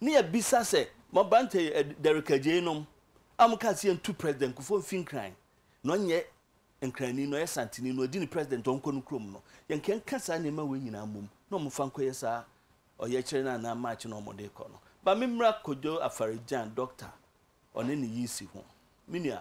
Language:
Akan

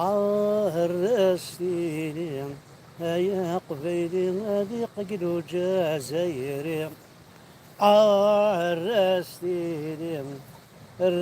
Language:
Kabyle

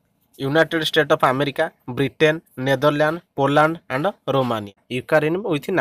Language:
Odia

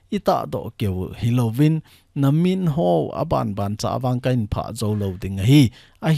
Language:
Thado Chin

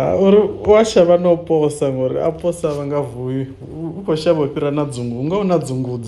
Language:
Venda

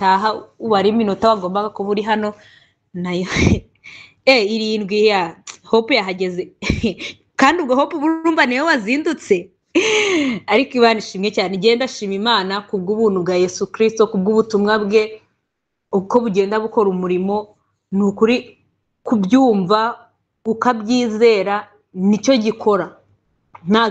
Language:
Kinyarwanda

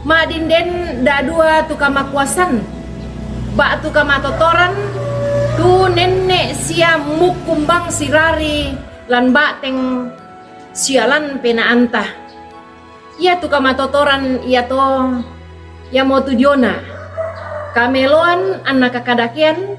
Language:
Toraja-Sa'dan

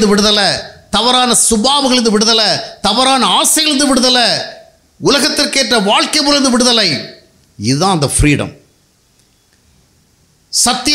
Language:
Tamil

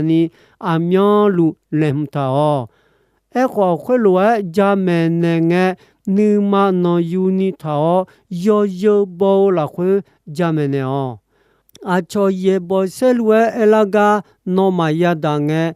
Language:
Akha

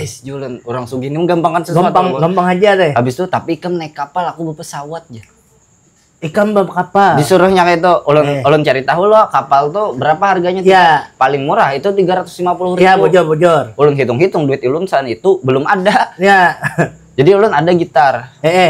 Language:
Banjar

